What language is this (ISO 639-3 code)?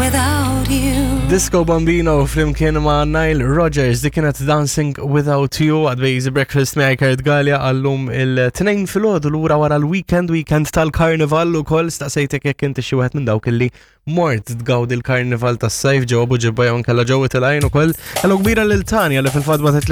mlt